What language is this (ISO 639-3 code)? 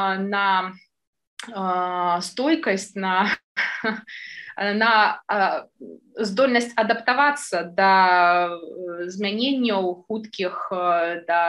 bel